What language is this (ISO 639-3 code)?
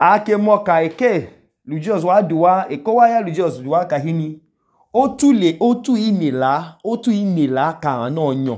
idu